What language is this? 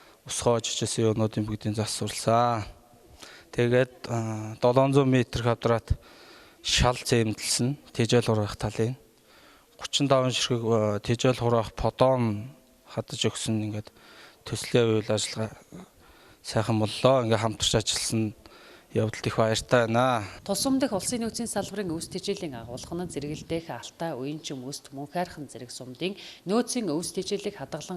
Mongolian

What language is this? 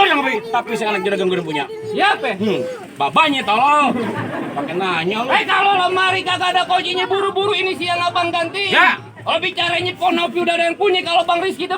Betawi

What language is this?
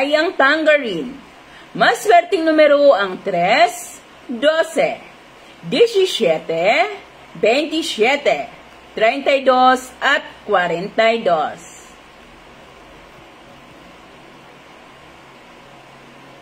Filipino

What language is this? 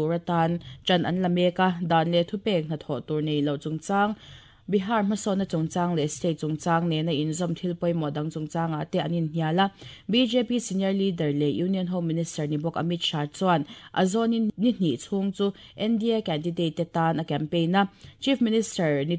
Mizo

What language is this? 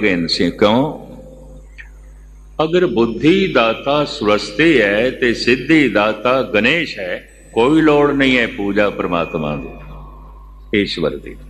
Punjabi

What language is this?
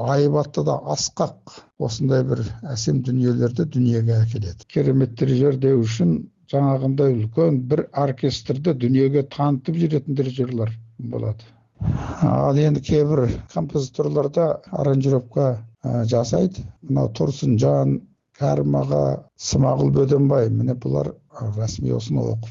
Kazakh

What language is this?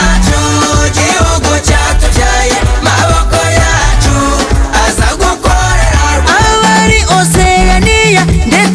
Kinyarwanda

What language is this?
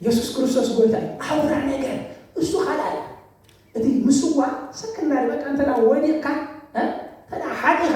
Tigrinya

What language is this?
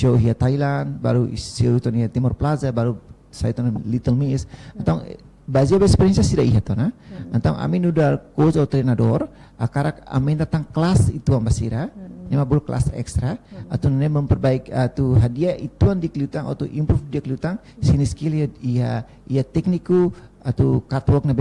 Tetum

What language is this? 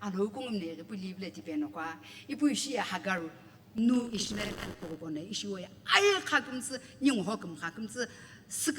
Sumi Naga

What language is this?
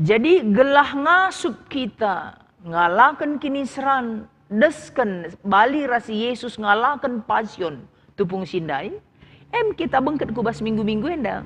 Batak Karo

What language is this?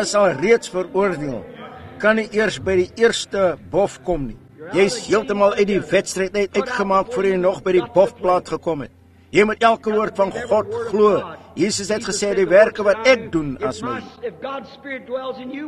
Afrikaans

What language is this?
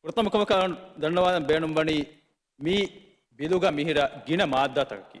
Divehi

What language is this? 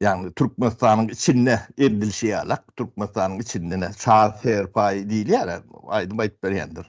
Turkmen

